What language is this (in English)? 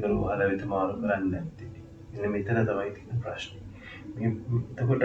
Sinhala